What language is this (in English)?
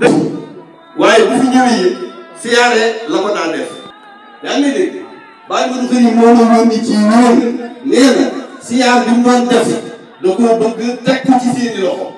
Wolof